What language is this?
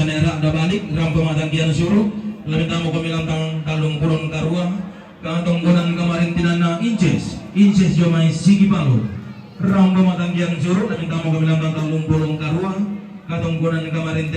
Toraja-Sa'dan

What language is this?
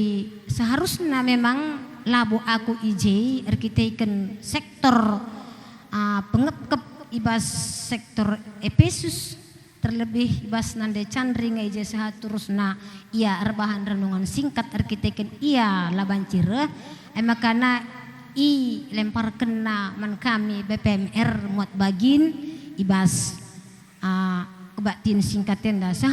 Batak Karo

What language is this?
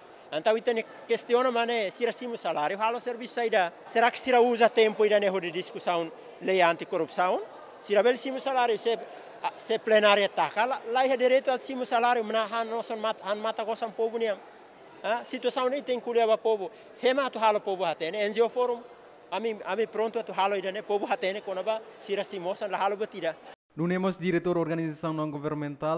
Tetum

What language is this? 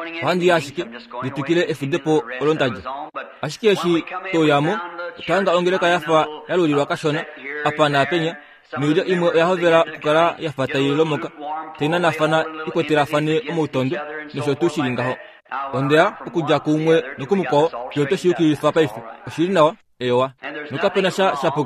Kuanyama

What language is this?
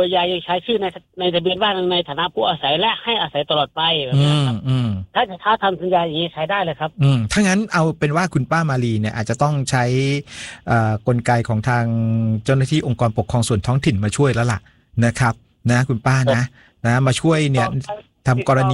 Thai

